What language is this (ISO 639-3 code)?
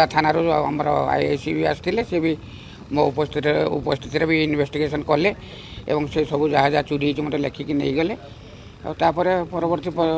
ori